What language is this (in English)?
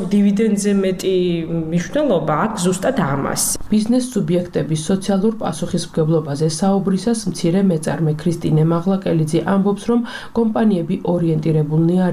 Georgian